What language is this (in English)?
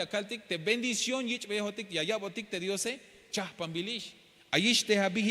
Tzeltal